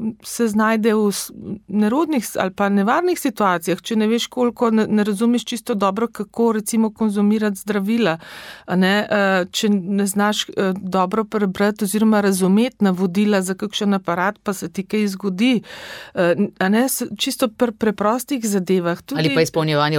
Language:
Slovenian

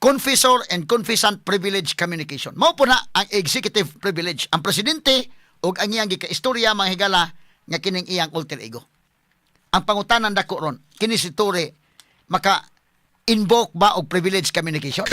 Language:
Cebuano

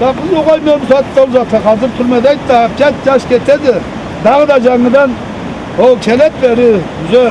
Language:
Karachay-Balkar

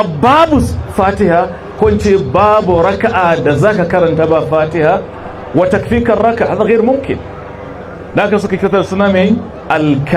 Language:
Hausa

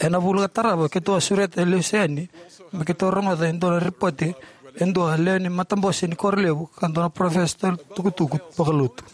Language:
Fijian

